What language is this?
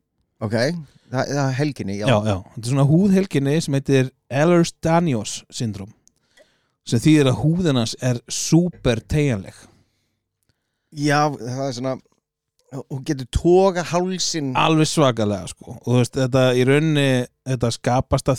Icelandic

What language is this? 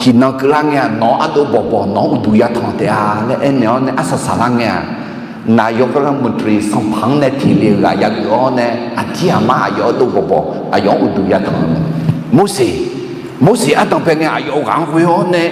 Akha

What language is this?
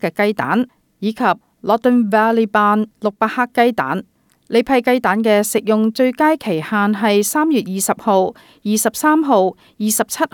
Cantonese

